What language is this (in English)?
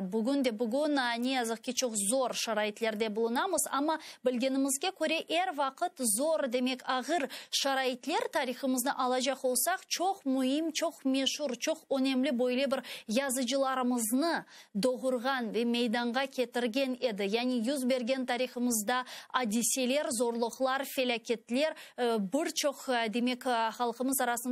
Crimean Tatar